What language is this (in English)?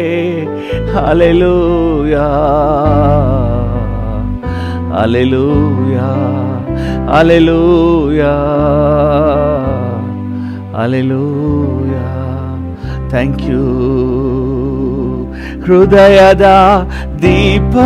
Kannada